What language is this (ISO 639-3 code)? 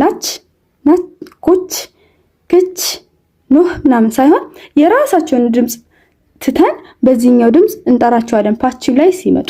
amh